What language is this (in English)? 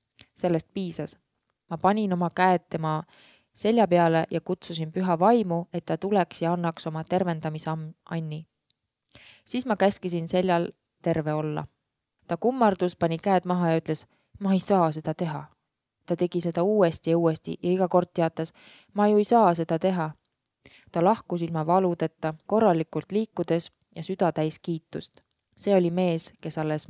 Estonian